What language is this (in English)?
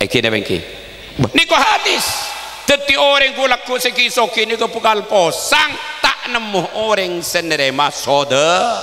Madurese